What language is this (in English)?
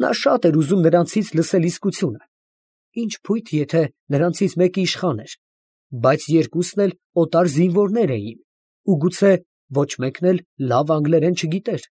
Armenian